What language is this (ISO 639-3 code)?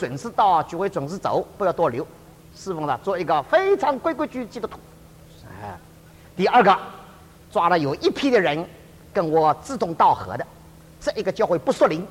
zho